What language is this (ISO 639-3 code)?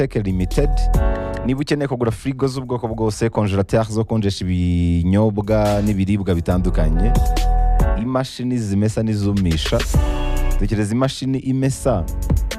kin